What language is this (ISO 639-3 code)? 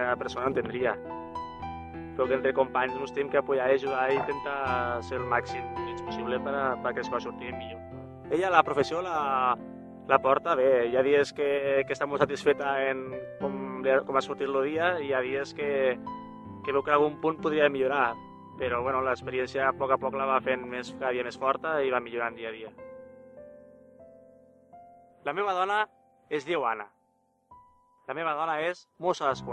cat